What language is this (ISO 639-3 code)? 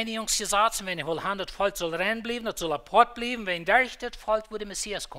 pdt